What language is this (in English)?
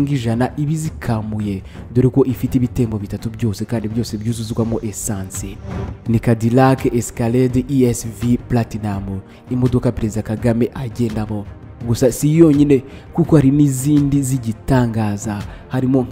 Kinyarwanda